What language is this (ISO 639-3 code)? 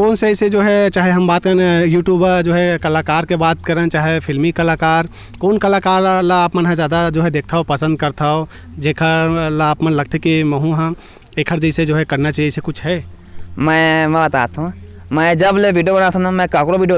hne